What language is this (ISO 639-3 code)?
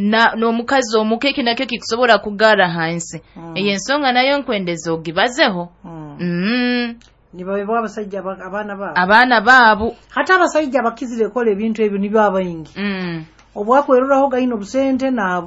nyo